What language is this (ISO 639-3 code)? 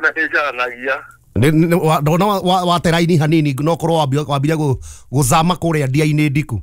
kik